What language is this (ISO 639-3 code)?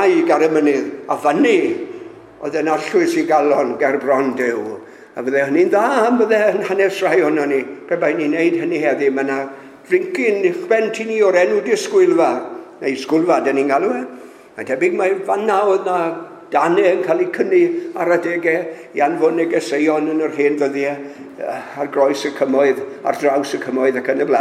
cym